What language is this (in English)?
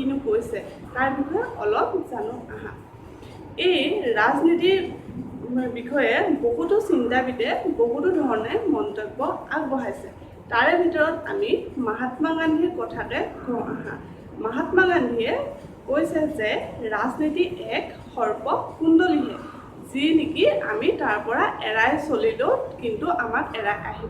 Assamese